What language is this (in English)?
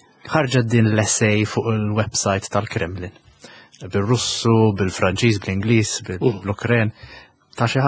Maltese